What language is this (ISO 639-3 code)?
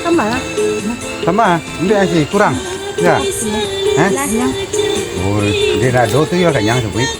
min